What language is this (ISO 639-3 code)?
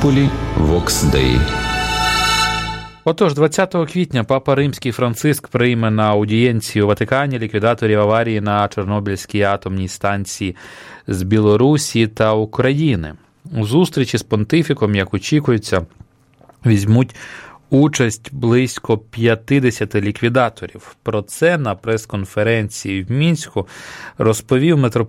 ukr